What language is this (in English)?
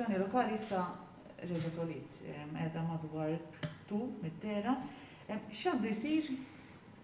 Maltese